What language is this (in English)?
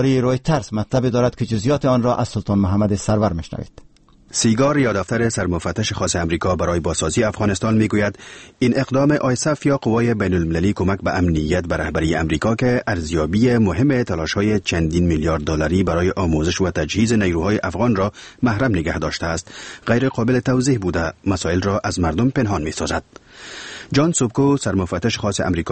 Persian